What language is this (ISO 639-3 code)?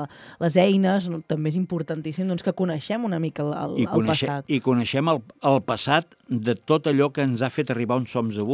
cat